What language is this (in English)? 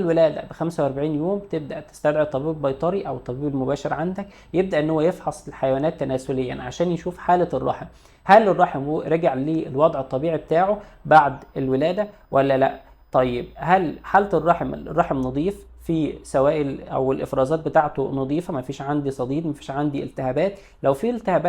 Egyptian Arabic